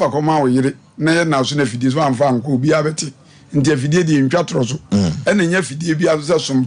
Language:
Akan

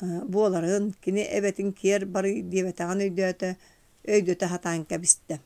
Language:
Yakut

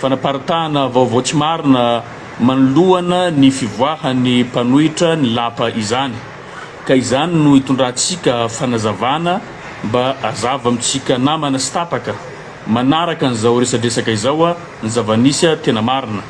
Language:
Malagasy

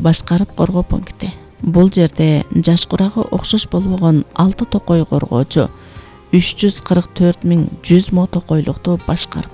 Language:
Kyrgyz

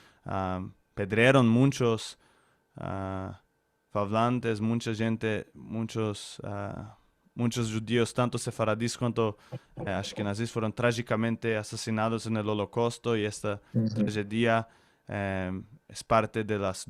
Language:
Ladino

